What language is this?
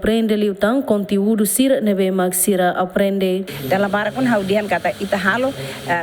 Tetum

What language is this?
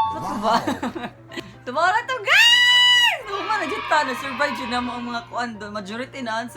Cebuano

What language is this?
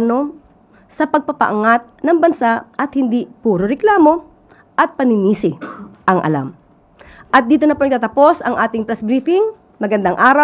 Filipino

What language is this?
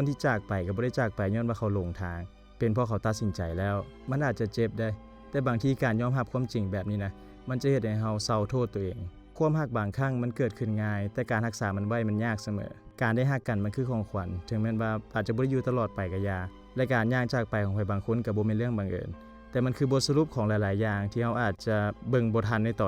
Lao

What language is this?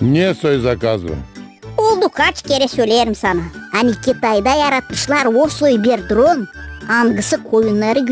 Gagauz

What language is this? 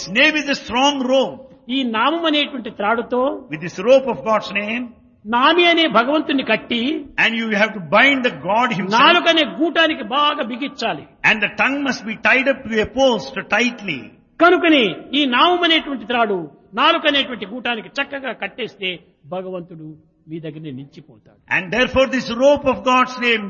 Telugu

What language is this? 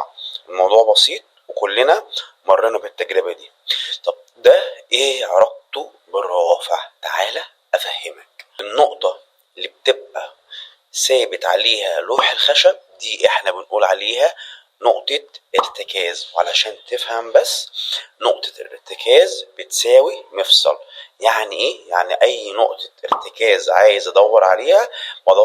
Egyptian Arabic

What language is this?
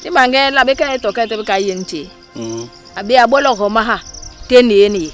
Basaa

